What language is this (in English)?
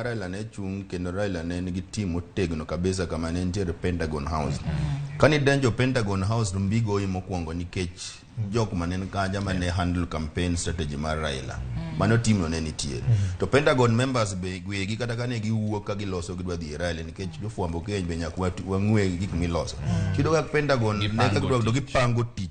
Luo (Kenya and Tanzania)